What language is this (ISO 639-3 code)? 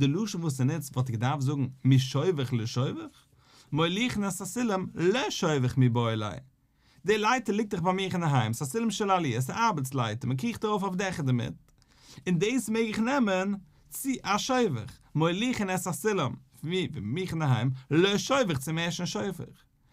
yid